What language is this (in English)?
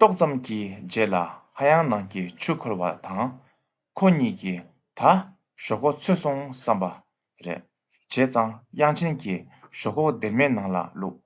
Tibetan